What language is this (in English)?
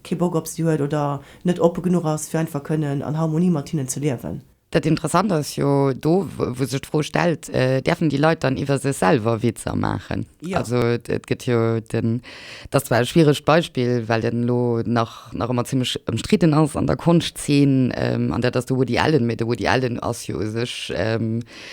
Luxembourgish